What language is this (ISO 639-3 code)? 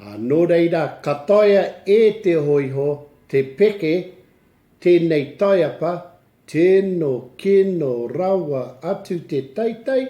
mri